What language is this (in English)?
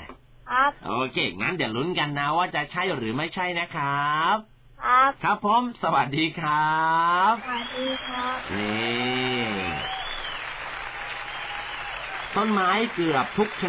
Thai